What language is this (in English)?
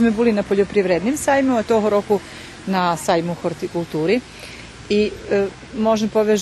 Rusyn